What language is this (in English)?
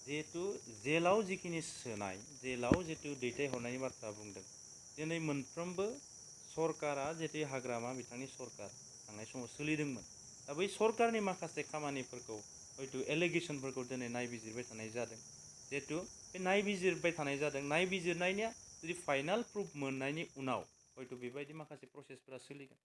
Bodo